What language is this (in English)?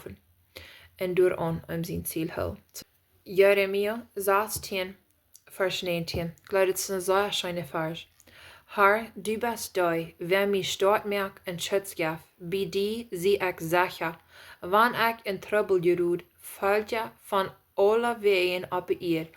Plautdietsch